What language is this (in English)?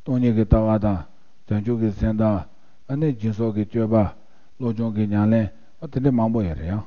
Tibetan